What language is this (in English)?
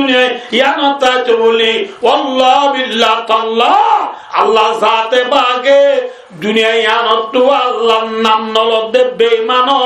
Rohingya